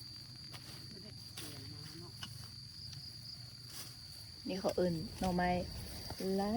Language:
Lao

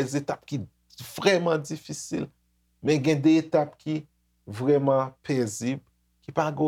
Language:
Haitian Creole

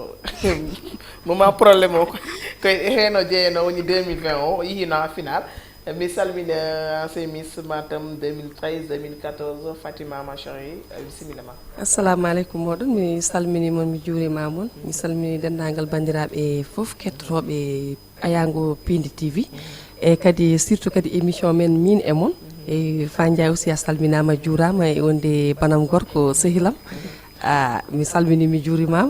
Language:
Fula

